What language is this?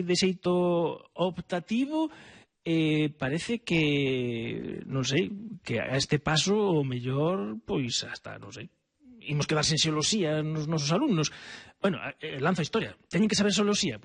Galician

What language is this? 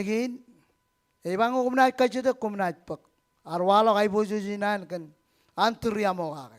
Marshallese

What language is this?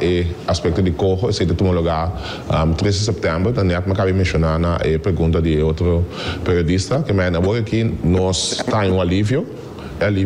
Papiamento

